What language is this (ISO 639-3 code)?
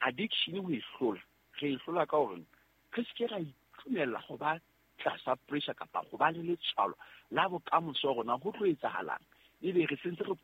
sot